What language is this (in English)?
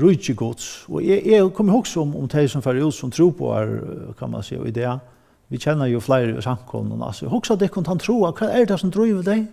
Faroese